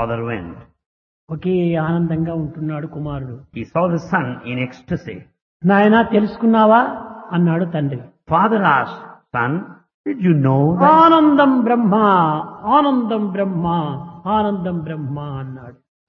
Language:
Telugu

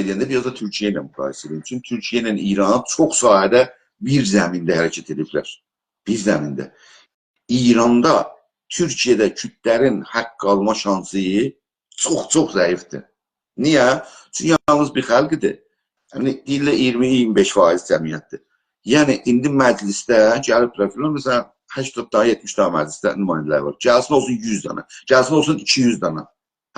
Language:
South Azerbaijani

